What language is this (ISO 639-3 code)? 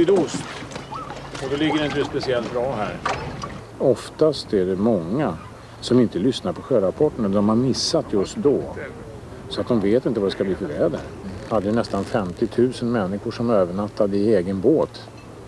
swe